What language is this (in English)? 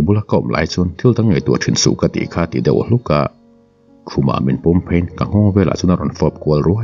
Mizo